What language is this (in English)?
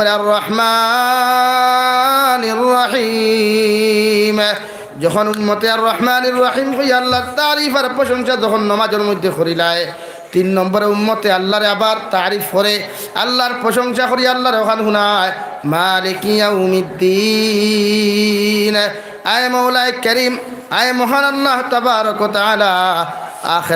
Sylheti